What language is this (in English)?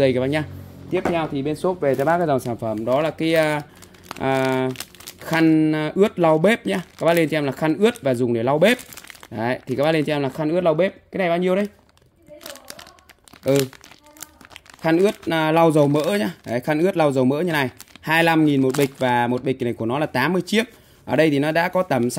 Vietnamese